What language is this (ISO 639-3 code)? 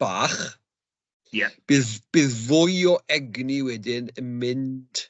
cym